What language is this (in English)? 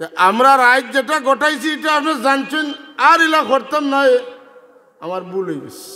Sylheti